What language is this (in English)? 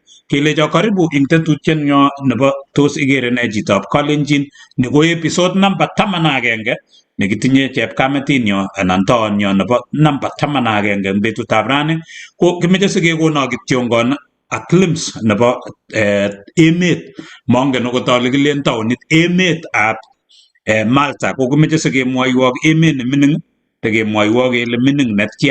Kalenjin